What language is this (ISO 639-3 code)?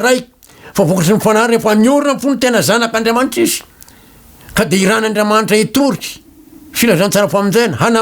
mlg